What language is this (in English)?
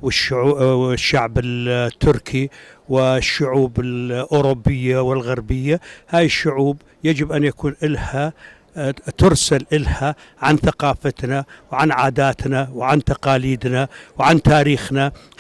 North Levantine Arabic